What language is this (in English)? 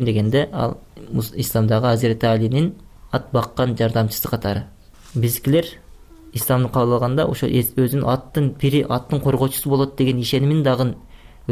Kyrgyz